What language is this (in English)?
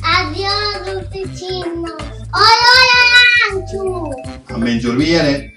Sardinian